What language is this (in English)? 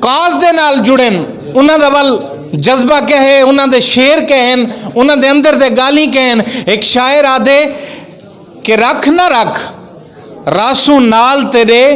Saraiki